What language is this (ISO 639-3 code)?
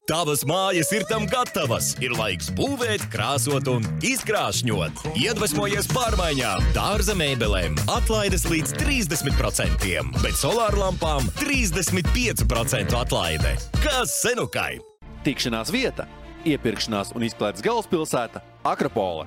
lav